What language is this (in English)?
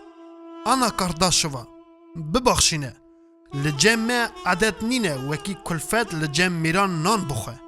Kurdish